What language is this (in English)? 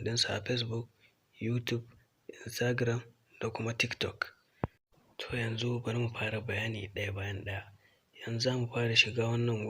Hausa